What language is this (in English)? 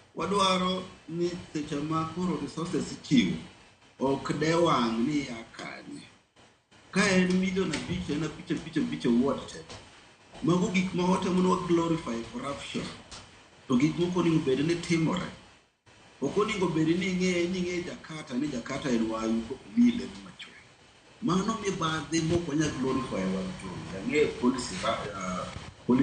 Luo (Kenya and Tanzania)